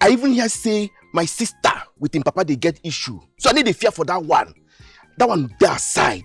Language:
Nigerian Pidgin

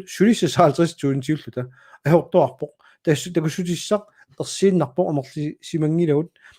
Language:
Kalaallisut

